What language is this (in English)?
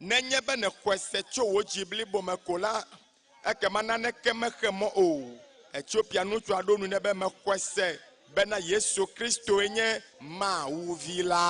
Ewe